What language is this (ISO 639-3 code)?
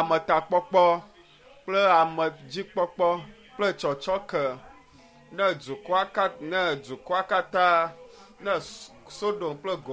ewe